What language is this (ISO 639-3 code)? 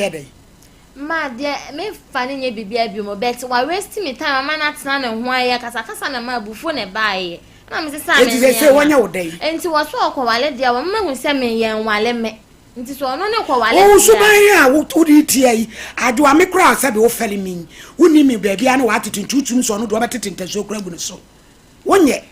aka